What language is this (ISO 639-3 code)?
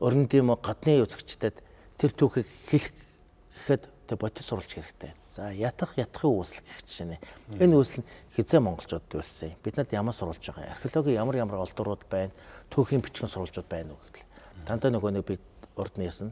mon